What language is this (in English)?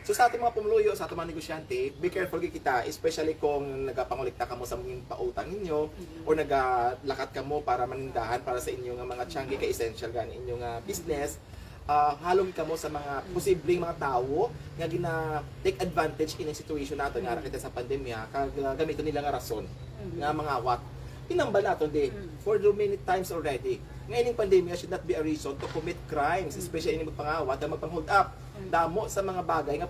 Hiligaynon